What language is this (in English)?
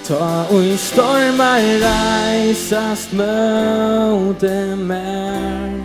Faroese